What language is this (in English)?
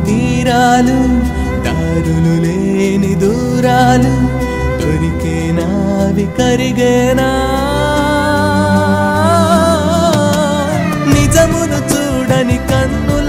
Telugu